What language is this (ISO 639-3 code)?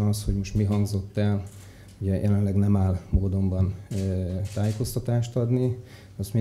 hun